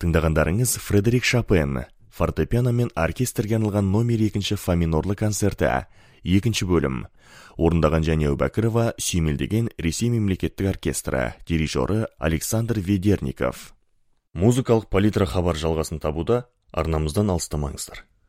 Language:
Kazakh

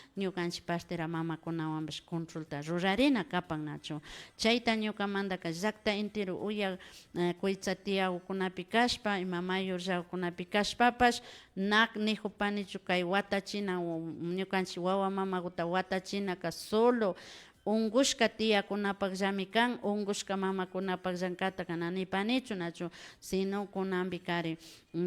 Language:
Imbabura Highland Quichua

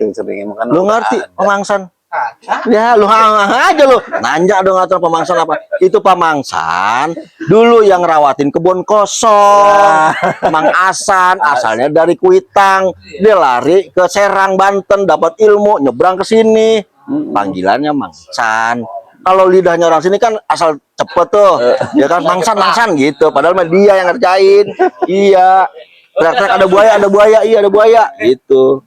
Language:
Betawi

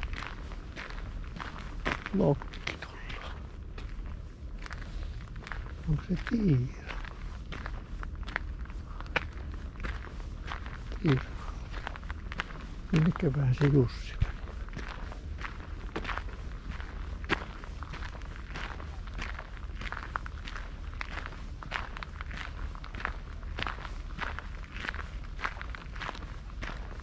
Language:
Finnish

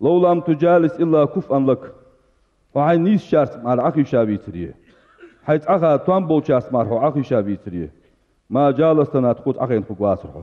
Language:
Ingush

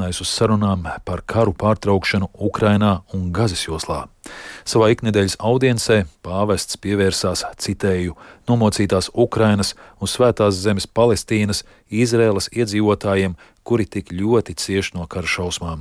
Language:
Latvian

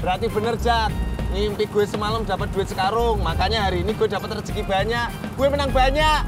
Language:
Betawi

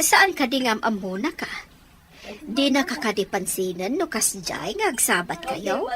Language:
Iloko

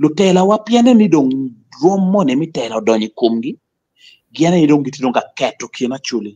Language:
Acoli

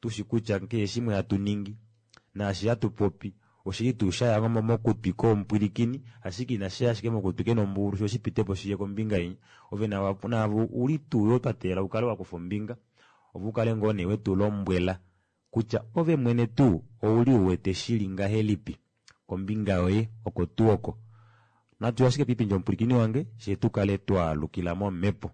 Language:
Kuanyama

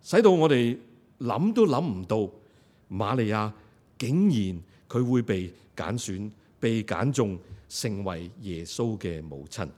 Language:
Cantonese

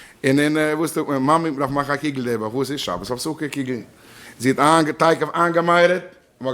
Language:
Yiddish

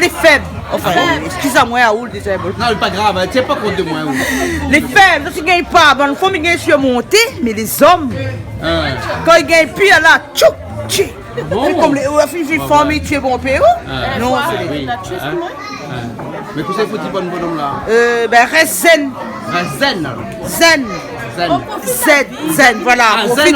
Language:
Réunion Creole French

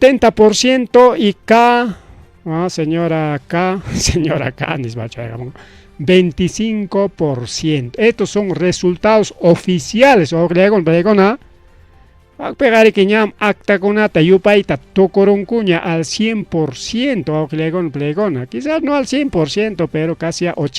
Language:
Ayacucho Quechua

